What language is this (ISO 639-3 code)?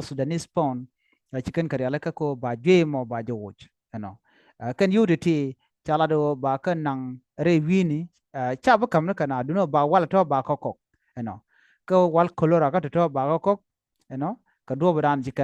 nus